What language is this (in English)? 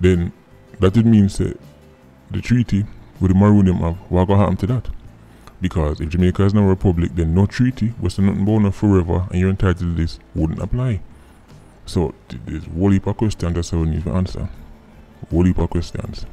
Jamaican Creole English